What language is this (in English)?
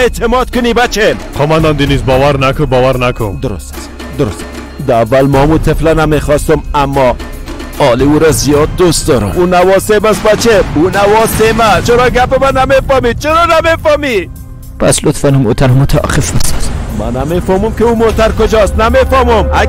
Persian